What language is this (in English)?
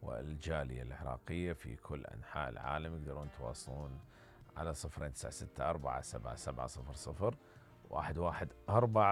Mesopotamian Arabic